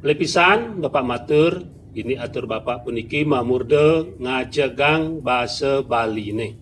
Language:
Balinese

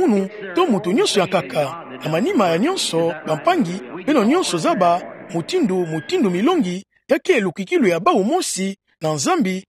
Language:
Kituba (Democratic Republic of Congo)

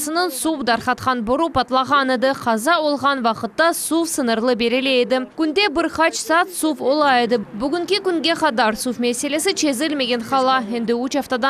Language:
Crimean Tatar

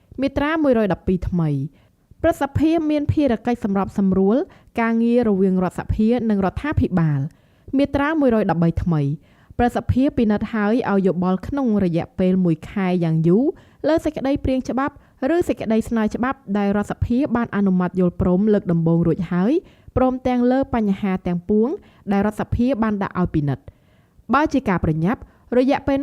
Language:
Khmer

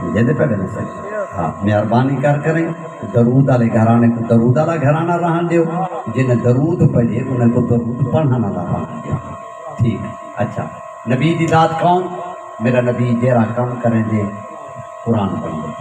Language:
Saraiki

